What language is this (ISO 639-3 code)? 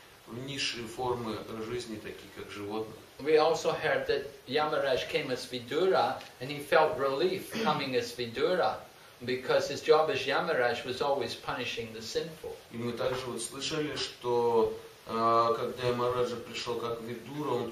rus